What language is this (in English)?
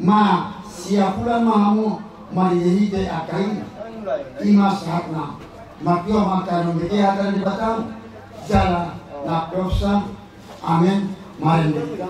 Batak Toba